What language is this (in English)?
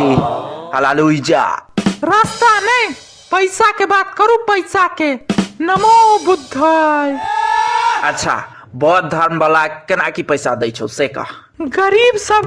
Maithili